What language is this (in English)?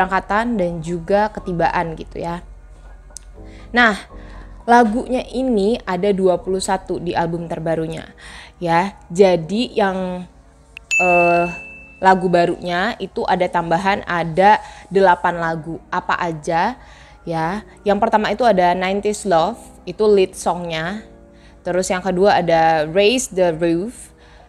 Indonesian